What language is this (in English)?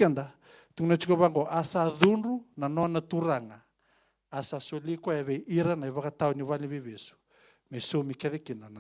Fijian